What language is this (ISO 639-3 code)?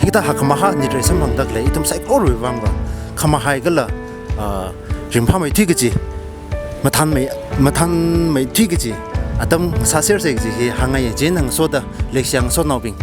nmf